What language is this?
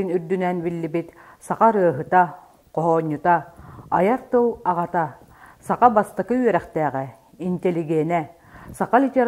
Yakut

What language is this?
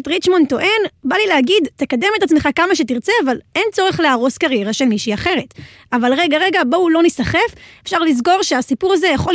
Hebrew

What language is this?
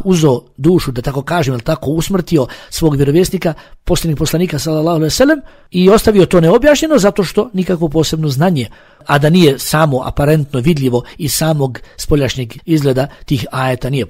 Bosnian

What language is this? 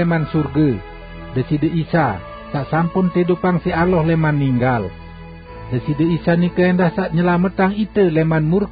Sasak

